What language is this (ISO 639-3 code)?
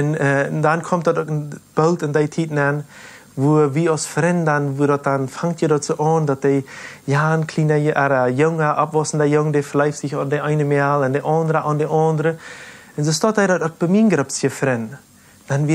pdt